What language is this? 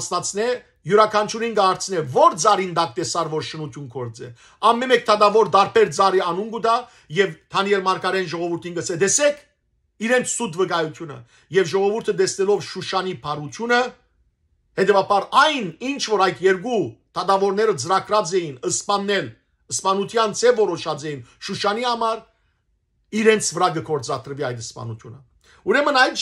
Western Armenian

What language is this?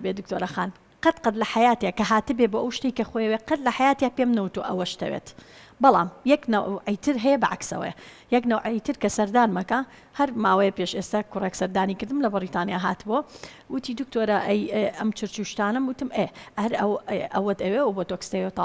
Central Kurdish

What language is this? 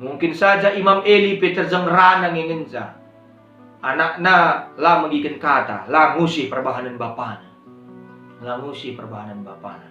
Batak Karo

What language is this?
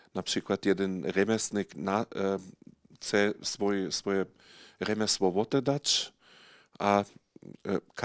Upper Sorbian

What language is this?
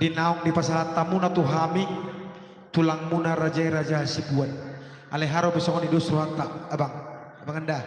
Batak Toba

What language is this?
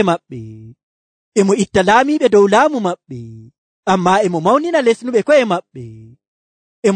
Nigerian Fulfulde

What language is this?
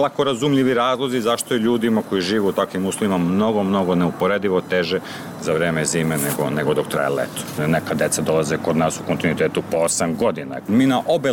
Serbian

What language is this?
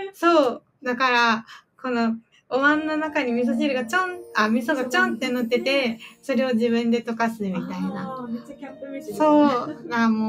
Japanese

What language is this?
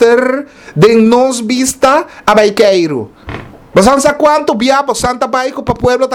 Papiamento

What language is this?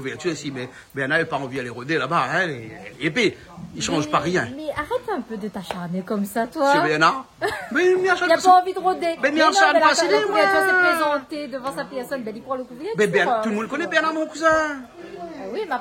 Réunion Creole French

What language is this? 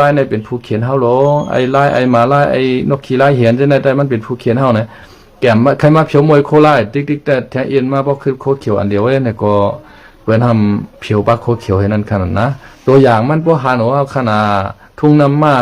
Shan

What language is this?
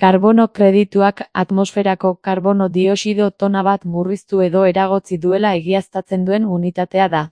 Basque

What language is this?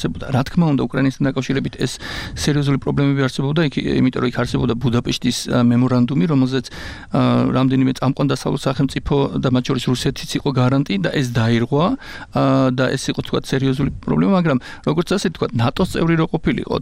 Georgian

